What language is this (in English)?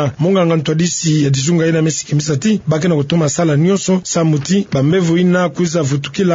Kituba (Democratic Republic of Congo)